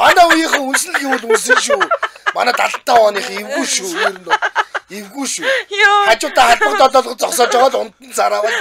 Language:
Mongolian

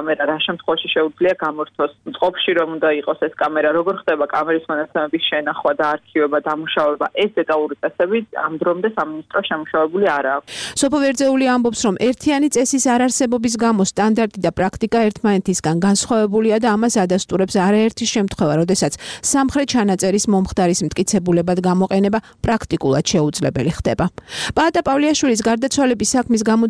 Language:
Georgian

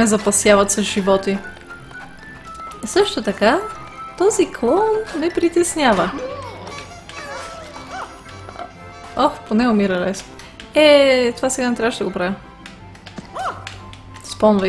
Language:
Bulgarian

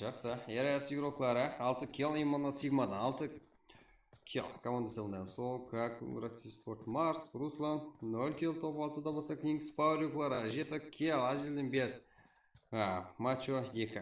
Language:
Kara-Kalpak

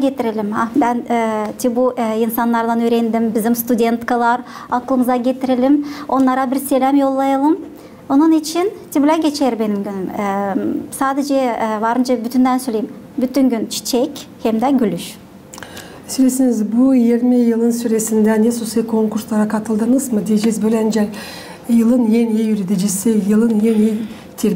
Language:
Gagauz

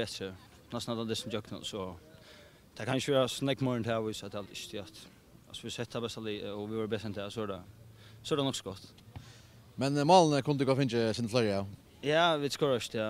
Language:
Faroese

